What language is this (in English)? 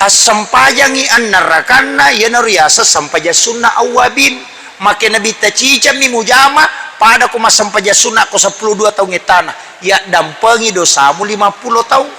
Buginese